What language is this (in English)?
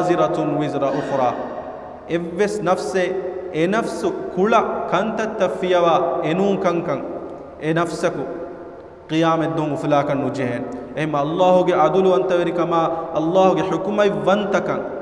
Divehi